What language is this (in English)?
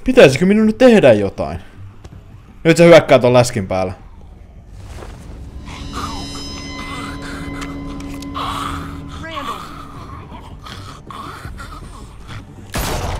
Finnish